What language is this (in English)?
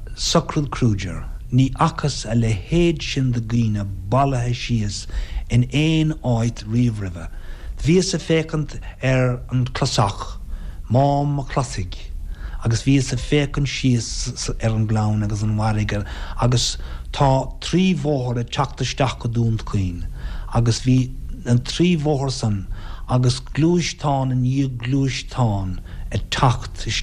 Irish